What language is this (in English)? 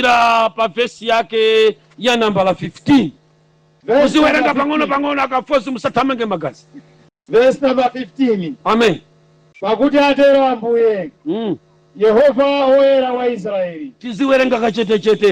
Nyanja